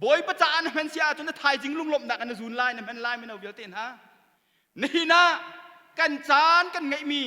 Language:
Hakha Chin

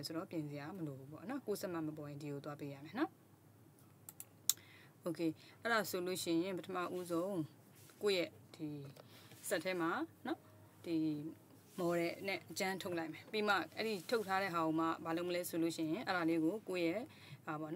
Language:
Burmese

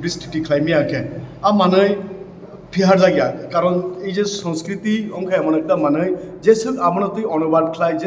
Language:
Kok Borok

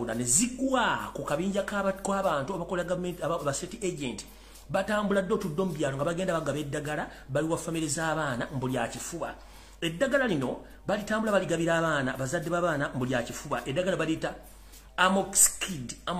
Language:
Ganda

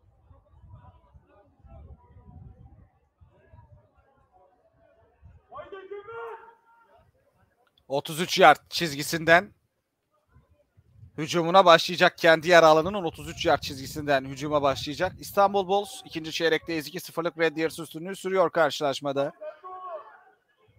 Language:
Turkish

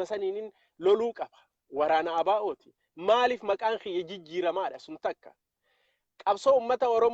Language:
Oromo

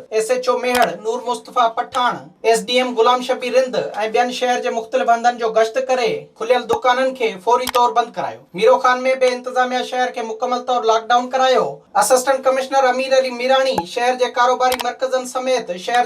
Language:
Sindhi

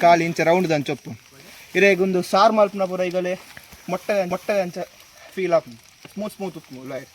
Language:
Tulu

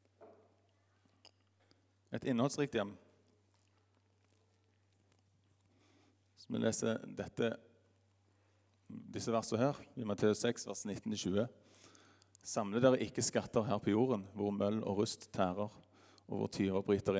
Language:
Norwegian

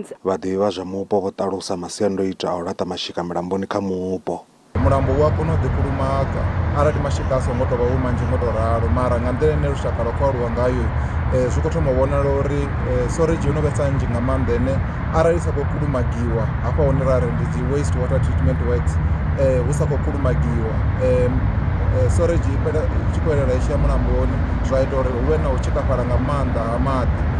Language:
Venda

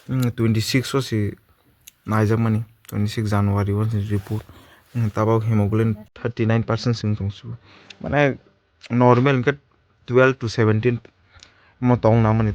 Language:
Kok Borok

